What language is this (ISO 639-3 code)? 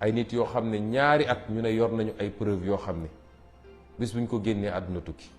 wol